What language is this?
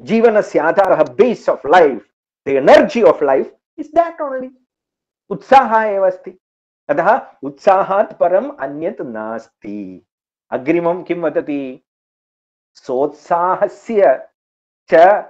Sanskrit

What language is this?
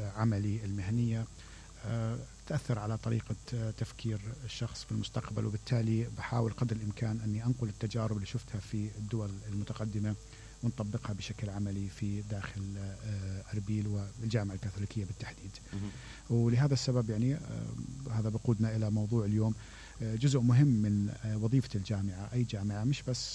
Mesopotamian Arabic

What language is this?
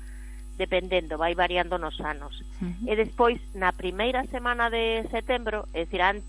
Galician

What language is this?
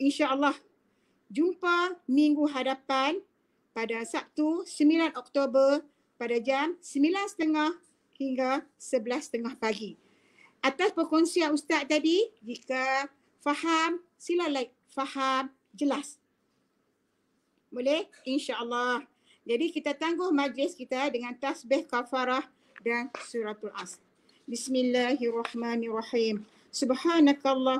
Malay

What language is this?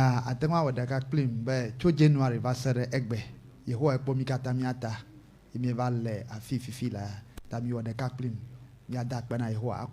Ewe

